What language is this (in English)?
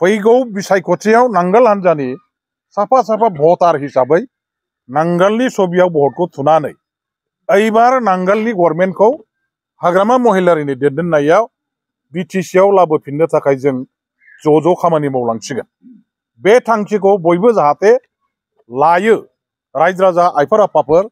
Bodo